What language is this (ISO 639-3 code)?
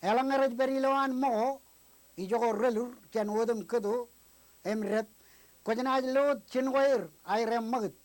mah